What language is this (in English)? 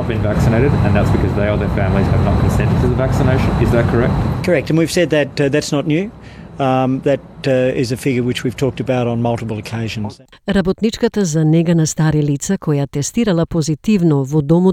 Macedonian